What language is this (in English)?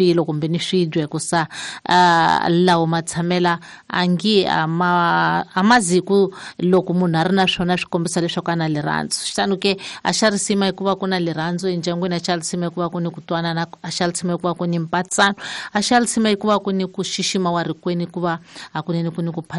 Tsonga